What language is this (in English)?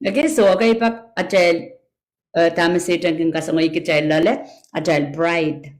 Pohnpeian